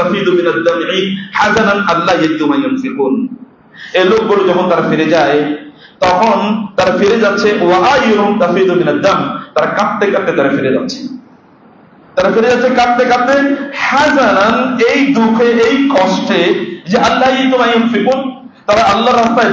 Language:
Bangla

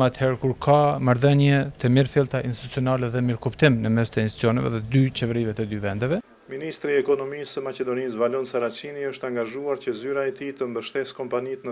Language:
Albanian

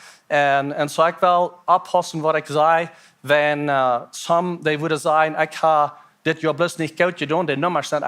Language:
Plautdietsch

